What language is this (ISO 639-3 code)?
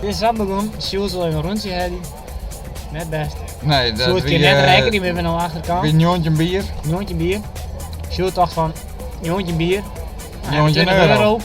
fry